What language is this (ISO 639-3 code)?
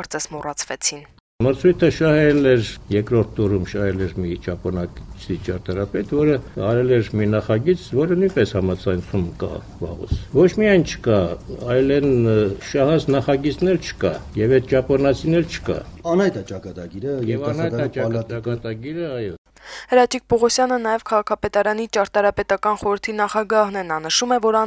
hye